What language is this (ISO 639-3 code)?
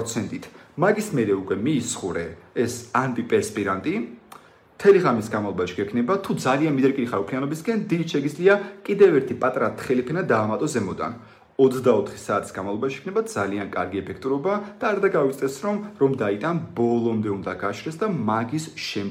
kat